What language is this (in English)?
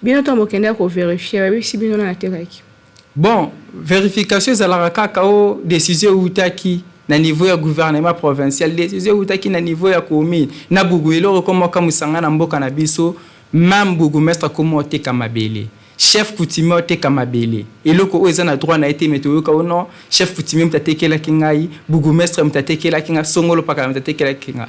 Lingala